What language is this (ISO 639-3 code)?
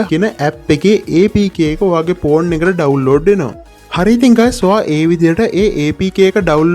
sin